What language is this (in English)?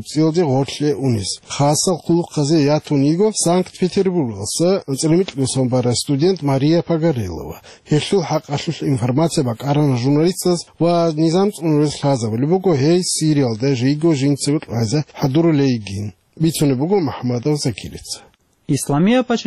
Avaric